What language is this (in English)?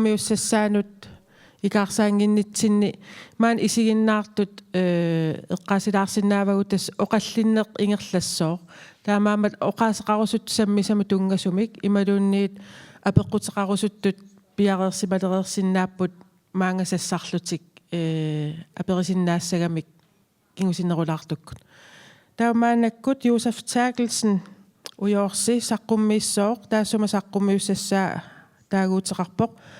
Kalaallisut